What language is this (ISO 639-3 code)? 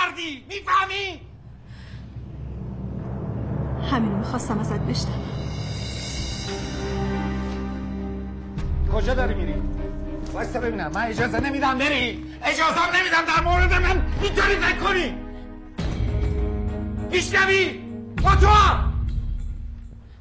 fas